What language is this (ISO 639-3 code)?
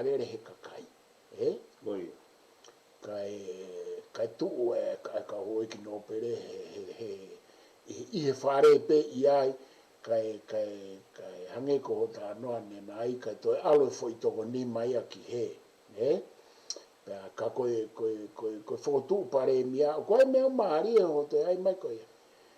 ton